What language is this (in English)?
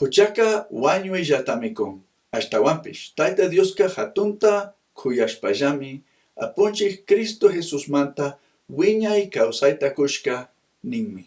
Chimborazo Highland Quichua